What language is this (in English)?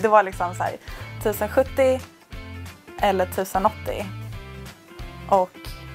Swedish